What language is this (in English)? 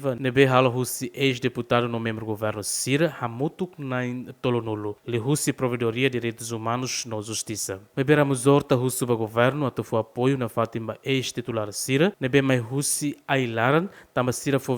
Tetum